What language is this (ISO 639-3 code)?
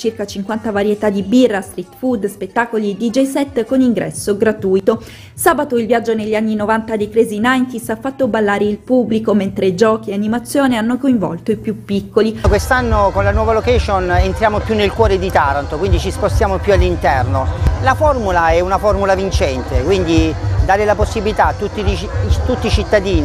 ita